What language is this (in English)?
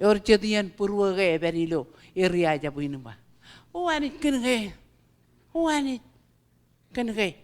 Marshallese